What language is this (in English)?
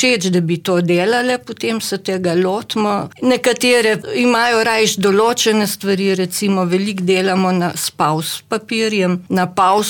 Slovenian